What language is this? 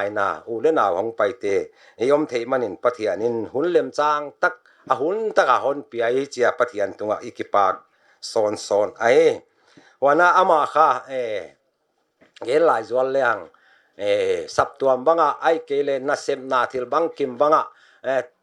Paite Chin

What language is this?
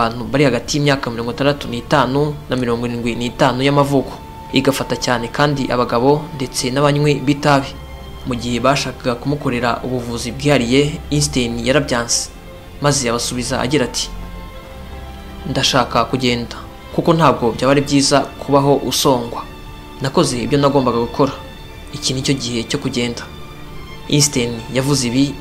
Kinyarwanda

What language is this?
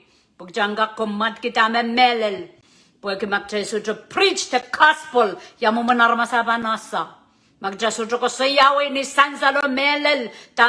Pohnpeian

